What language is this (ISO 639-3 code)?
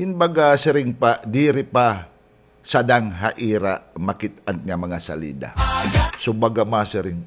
war